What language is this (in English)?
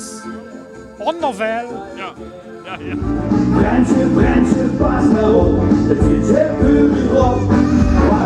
Limburgish